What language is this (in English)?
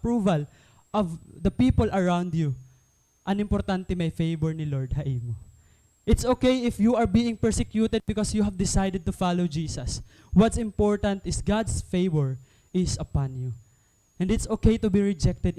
Waray